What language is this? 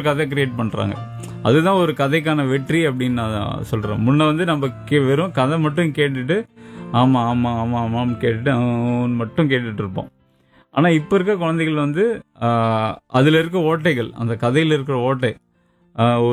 Tamil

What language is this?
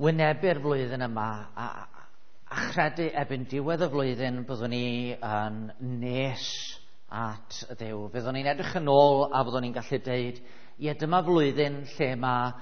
Welsh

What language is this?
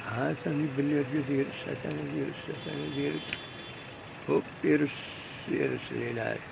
Kabyle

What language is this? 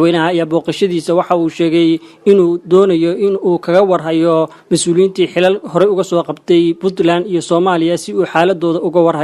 Somali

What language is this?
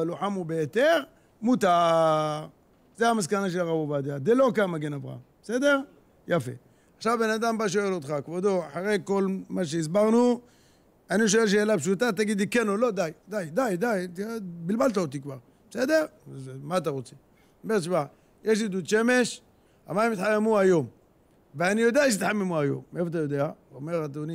Hebrew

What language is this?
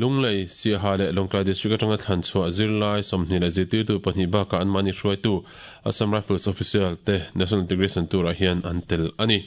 Mizo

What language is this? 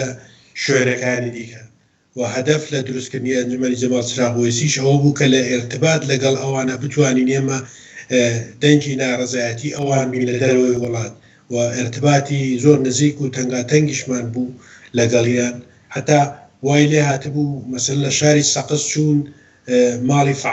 Central Kurdish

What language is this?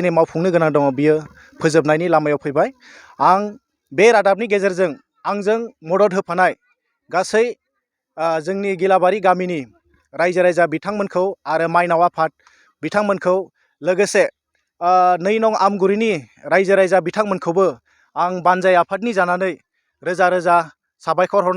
Bodo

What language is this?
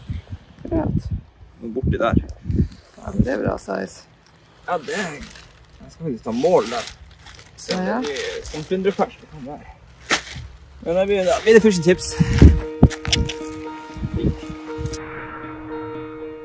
Norwegian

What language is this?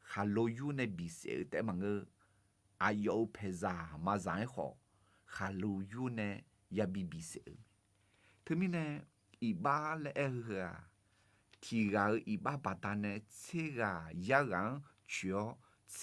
Akha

